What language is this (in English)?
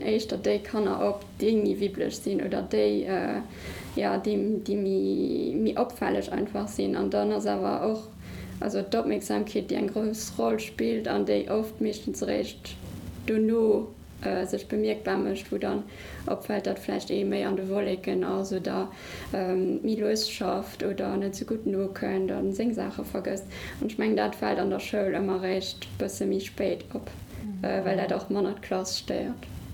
Luxembourgish